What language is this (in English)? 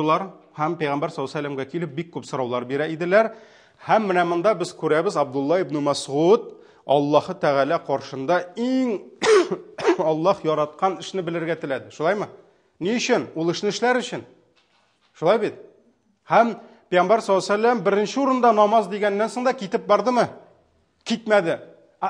Tatar